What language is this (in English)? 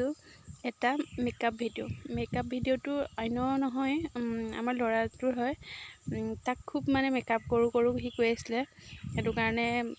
Assamese